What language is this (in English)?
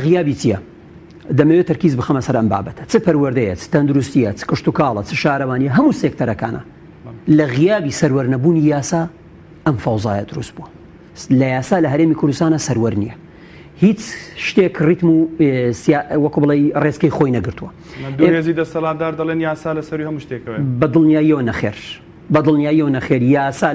Central Kurdish